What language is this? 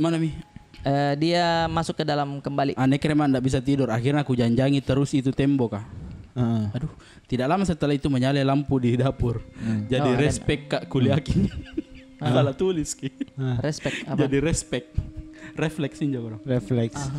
Makassar Malay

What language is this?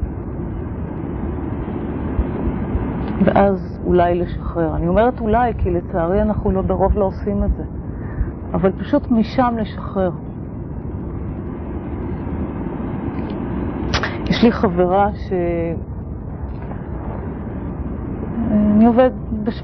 Hebrew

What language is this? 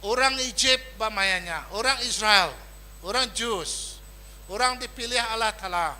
Iban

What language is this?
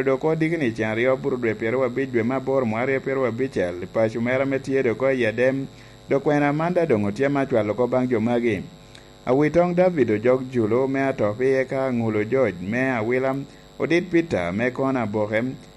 Lango (Uganda)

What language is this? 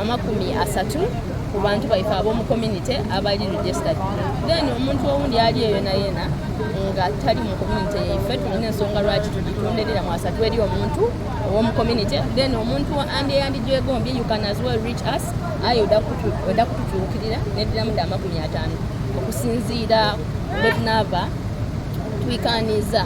Soga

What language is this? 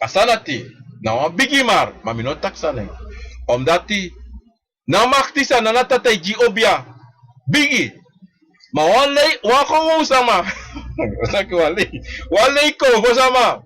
Sranan Tongo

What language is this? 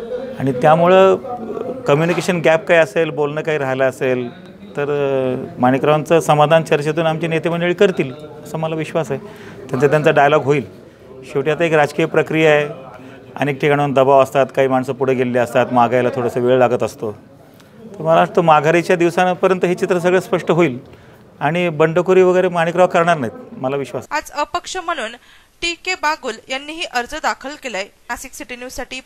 Marathi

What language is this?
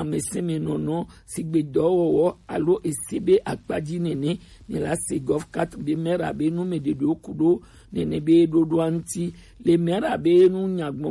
Gen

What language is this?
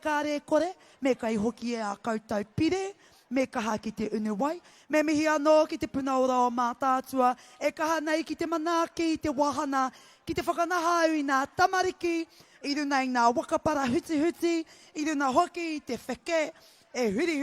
Māori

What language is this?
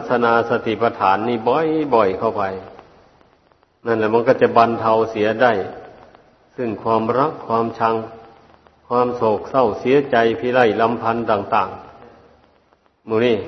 Thai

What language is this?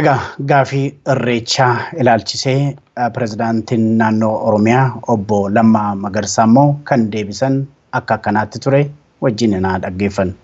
Oromo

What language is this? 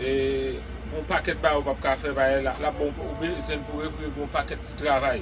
Haitian Creole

